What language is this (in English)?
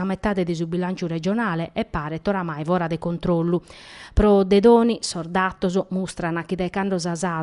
Sardinian